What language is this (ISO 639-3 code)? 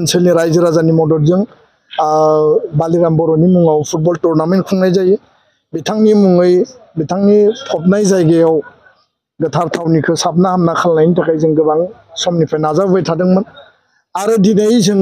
brx